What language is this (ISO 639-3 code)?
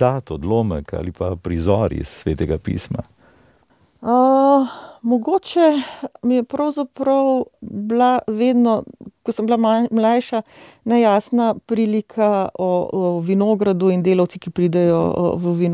slv